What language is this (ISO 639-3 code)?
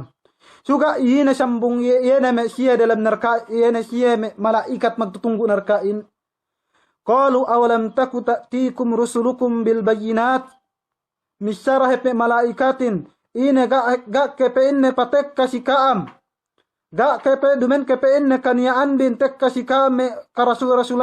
yka